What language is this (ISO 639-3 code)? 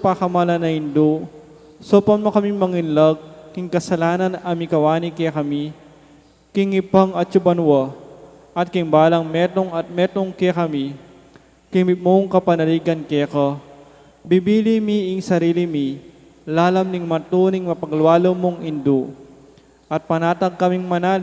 pam